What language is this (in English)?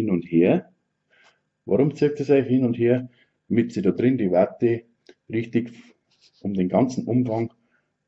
Bavarian